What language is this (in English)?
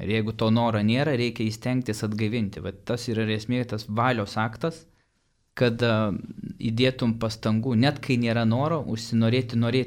Lithuanian